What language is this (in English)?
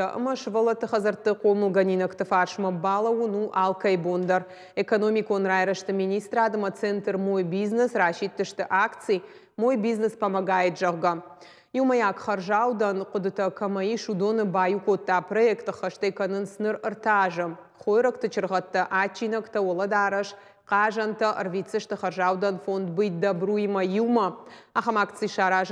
Ossetic